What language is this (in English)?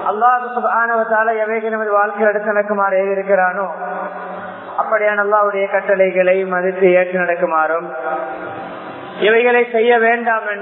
Tamil